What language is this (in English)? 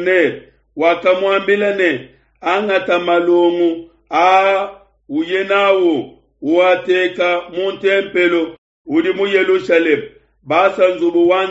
Luba-Lulua